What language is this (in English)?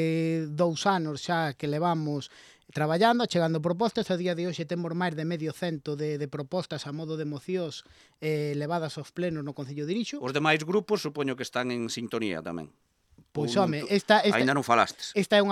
Galician